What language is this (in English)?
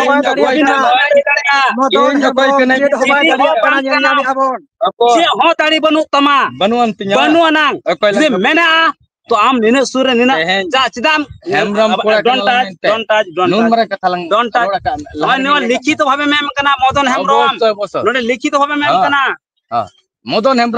Santali